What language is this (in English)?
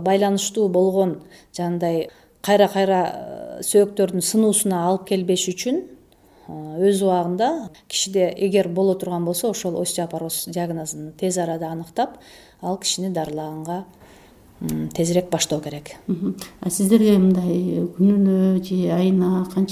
Kyrgyz